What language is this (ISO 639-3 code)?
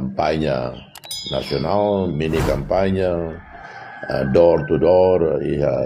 tet